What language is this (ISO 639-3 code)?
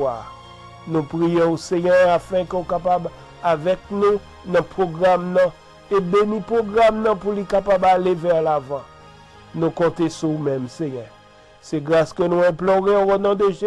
hat